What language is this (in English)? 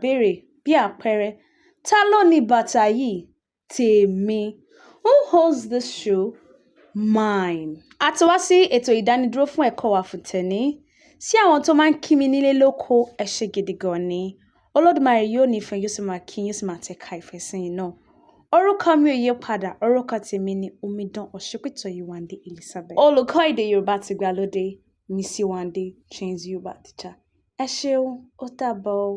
Yoruba